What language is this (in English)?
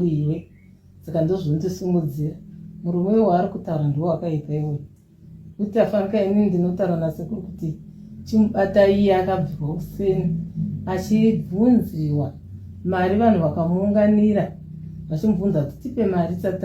Shona